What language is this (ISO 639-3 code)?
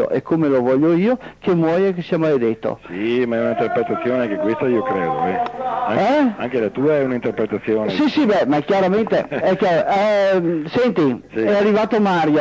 ita